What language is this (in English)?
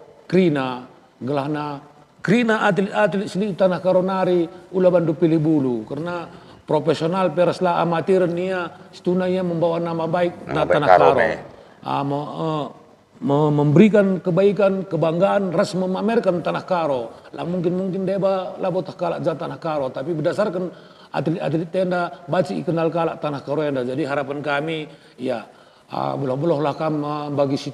Batak Karo